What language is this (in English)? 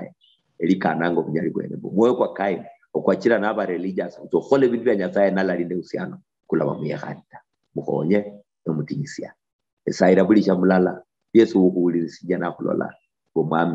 Luyia